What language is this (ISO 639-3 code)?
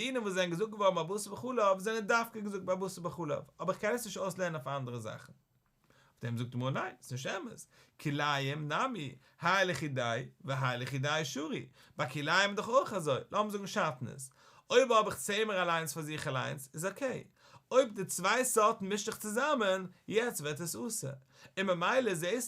yid